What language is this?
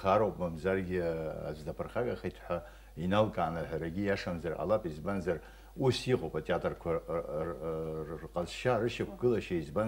Abkhazian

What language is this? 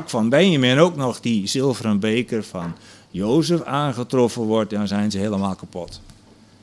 Dutch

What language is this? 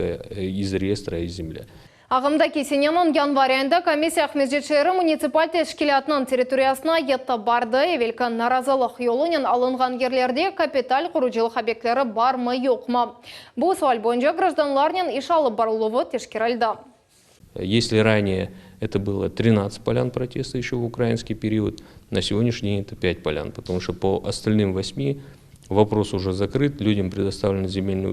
Crimean Tatar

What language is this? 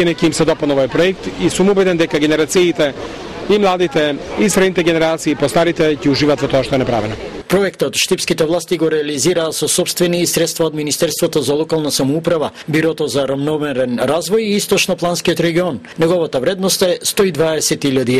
Macedonian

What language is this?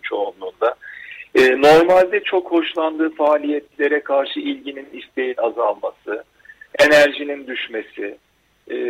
Turkish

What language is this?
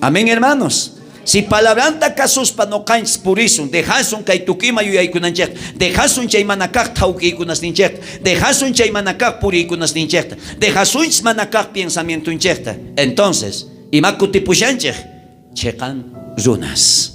South Bolivian Quechua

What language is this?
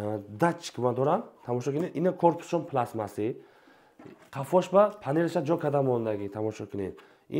Tajik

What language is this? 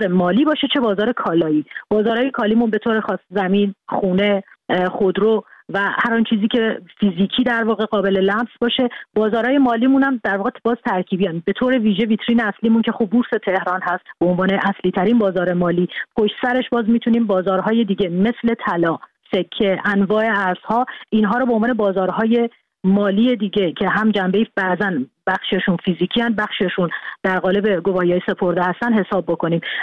Persian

